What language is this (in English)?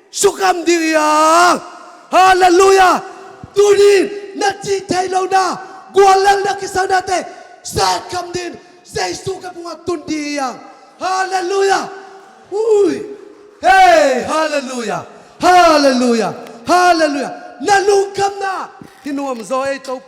Tedim Chin